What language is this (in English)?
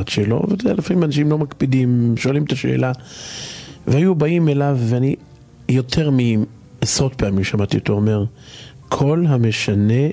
Hebrew